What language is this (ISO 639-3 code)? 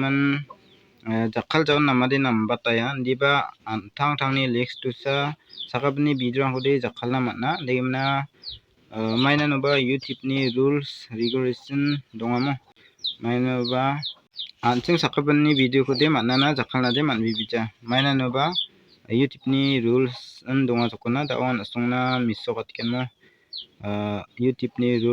grt